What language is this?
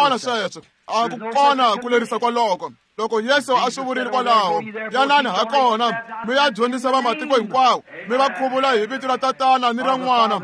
Tsonga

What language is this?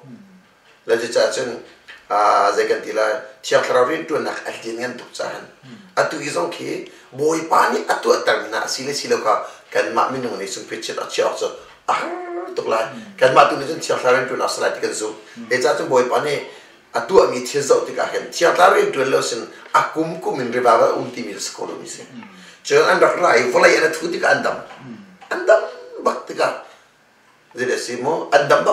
Hakha Chin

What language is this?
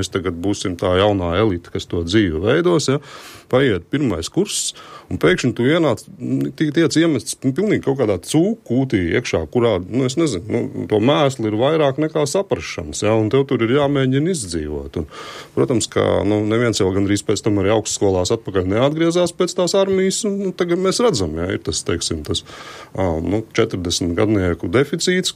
Latvian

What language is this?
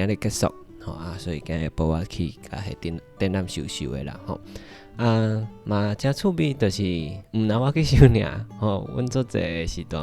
Min Nan Chinese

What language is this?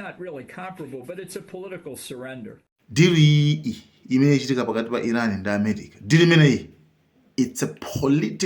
Nyanja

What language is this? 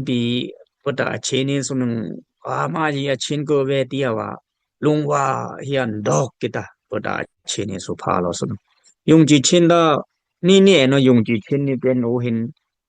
Dimasa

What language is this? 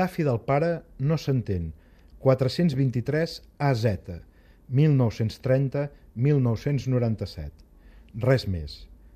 Catalan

